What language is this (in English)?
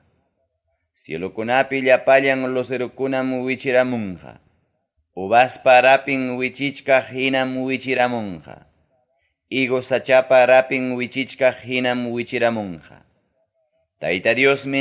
Ayacucho Quechua